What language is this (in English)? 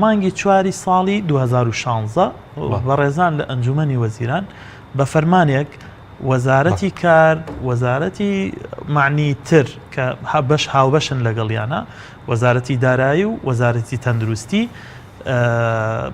Central Kurdish